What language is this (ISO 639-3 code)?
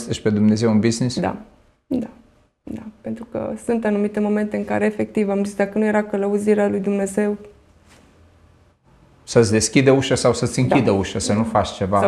ron